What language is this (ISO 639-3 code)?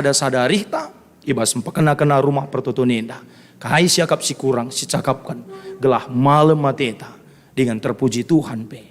btx